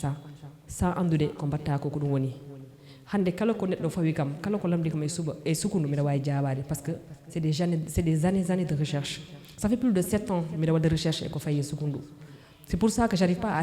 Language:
Fula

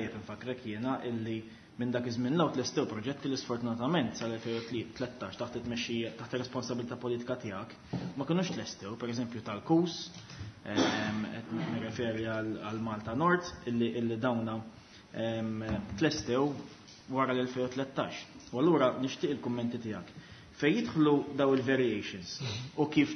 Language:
Maltese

